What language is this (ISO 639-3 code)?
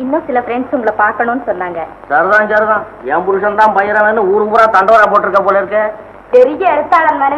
tam